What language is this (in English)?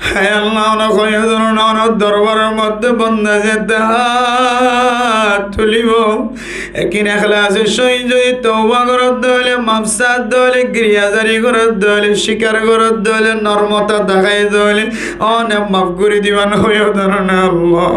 Rohingya